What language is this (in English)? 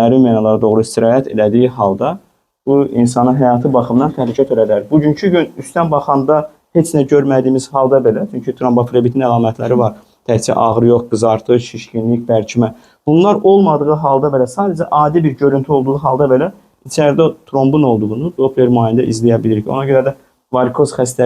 Azerbaijani